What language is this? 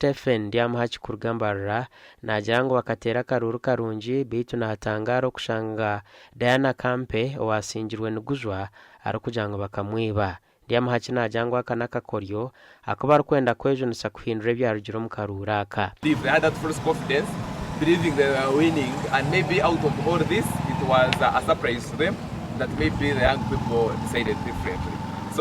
Nyankole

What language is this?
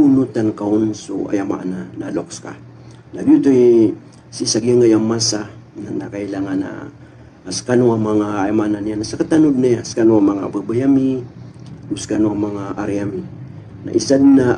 Maranao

